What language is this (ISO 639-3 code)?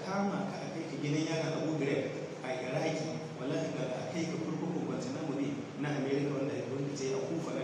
hau